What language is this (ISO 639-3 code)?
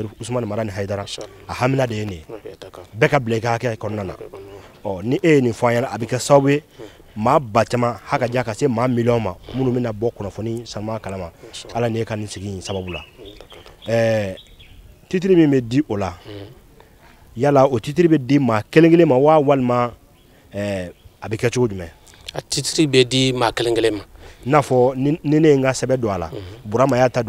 bam